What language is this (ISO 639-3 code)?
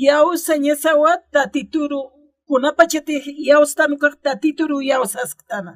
aym